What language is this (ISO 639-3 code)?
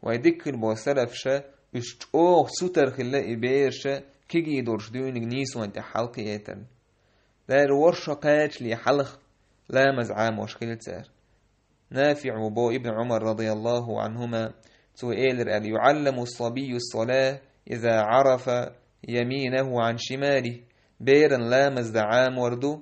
che